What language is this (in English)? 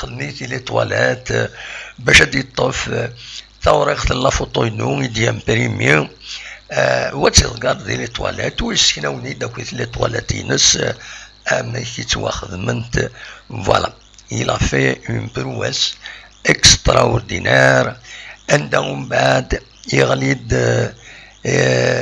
Kabyle